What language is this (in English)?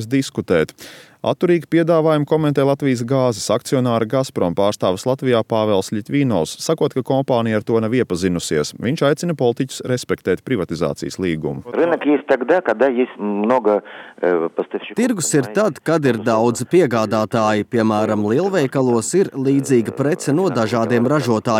Latvian